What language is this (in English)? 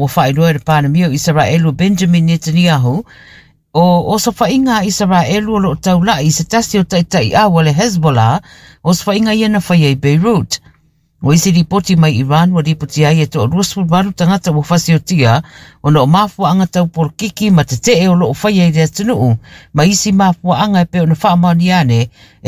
Samoan